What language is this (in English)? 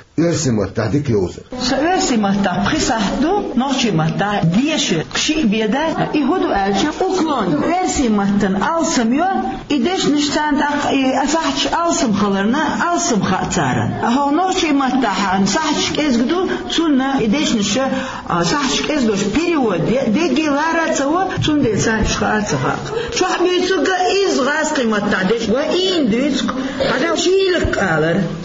Chechen